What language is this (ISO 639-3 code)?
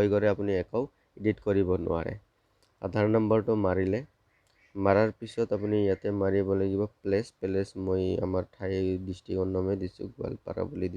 asm